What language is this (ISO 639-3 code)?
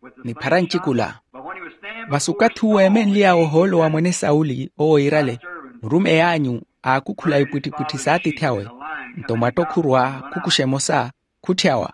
vmw